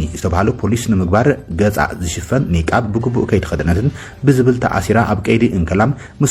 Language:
Tigrinya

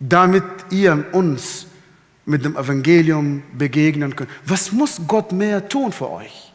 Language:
Swiss German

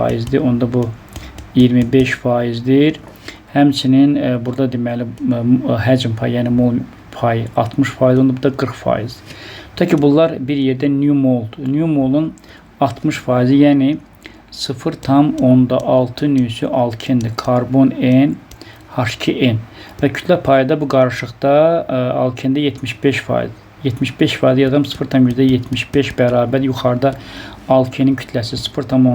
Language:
Azerbaijani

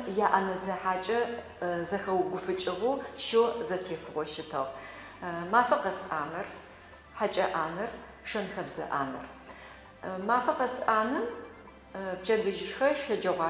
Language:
Adyghe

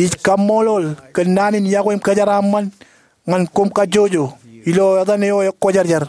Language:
Marshallese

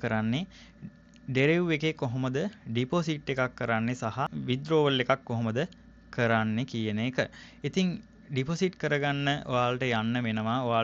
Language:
Sinhala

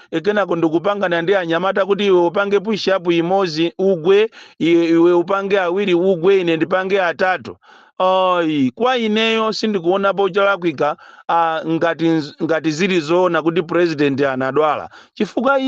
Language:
Nyanja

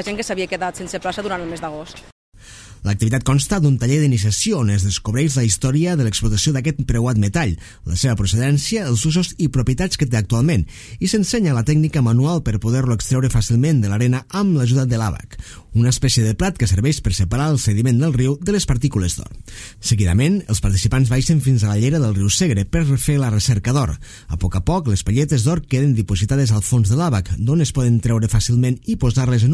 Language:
Catalan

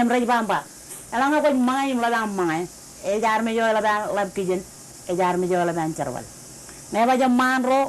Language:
Marshallese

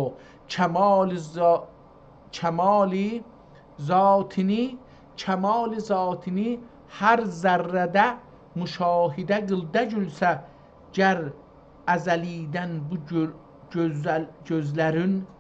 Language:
South Azerbaijani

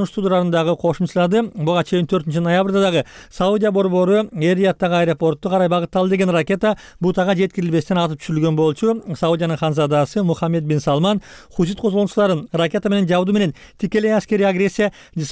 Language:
Kyrgyz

